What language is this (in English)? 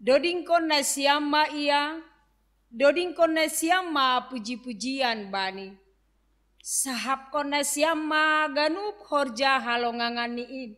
Batak Simalungun